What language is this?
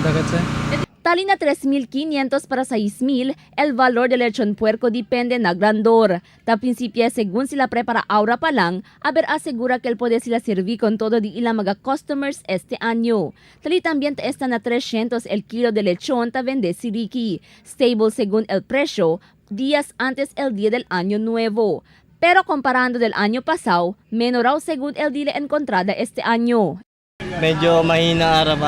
Chavacano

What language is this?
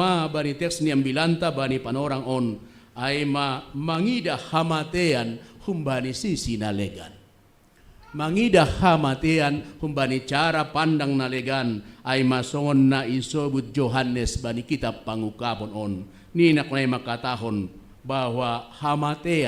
Batak Simalungun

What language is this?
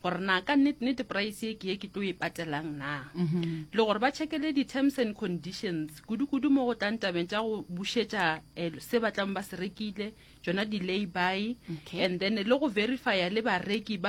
Northern Sotho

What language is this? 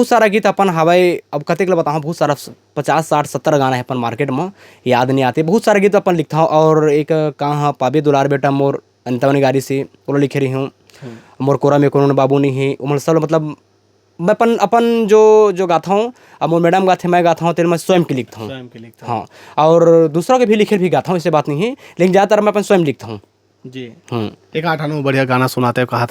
Chhattisgarhi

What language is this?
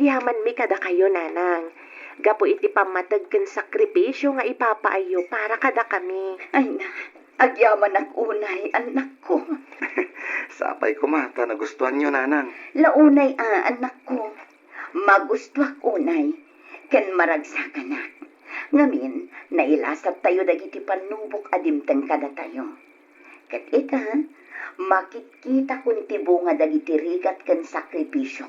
Iloko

